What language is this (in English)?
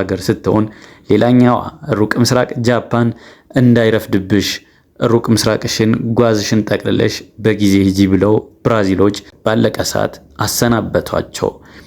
Amharic